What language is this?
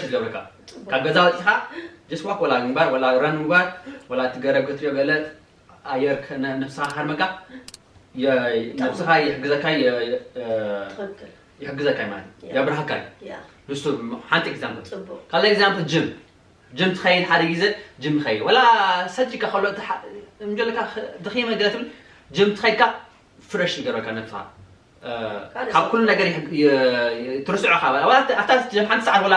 Tigrinya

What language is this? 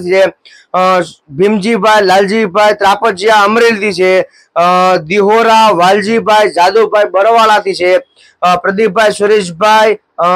Gujarati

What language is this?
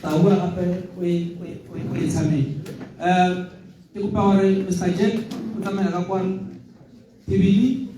Tswana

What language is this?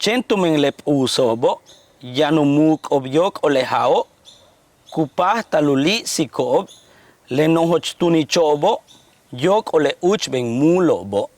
Yucateco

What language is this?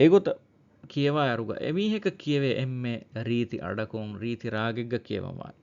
Divehi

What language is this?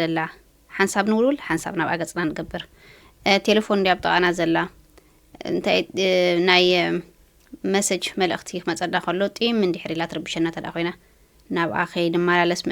Tigrinya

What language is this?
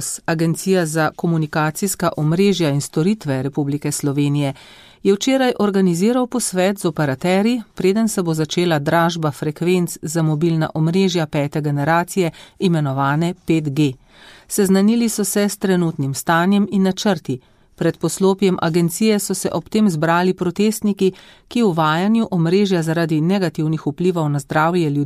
Slovenian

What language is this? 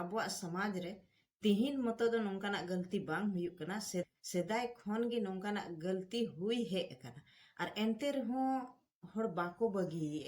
Santali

